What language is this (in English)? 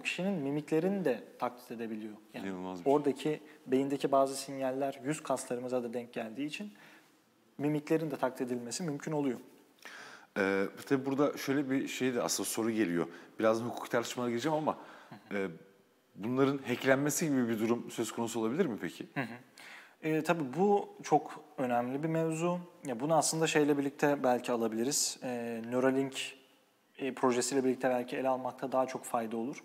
Turkish